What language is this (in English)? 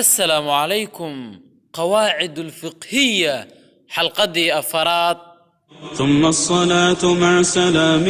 Somali